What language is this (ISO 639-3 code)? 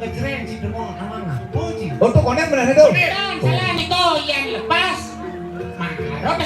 ban